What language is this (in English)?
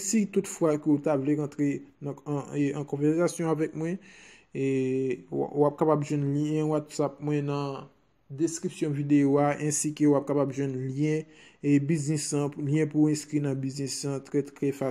Haitian Creole